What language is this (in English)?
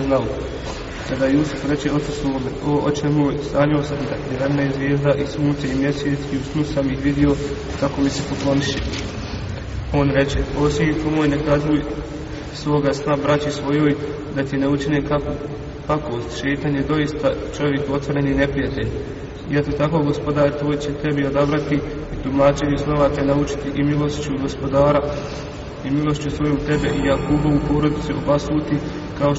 Bosnian